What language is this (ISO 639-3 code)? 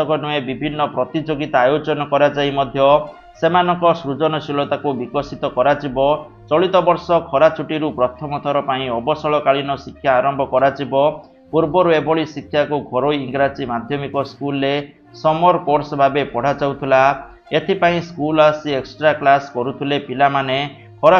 ori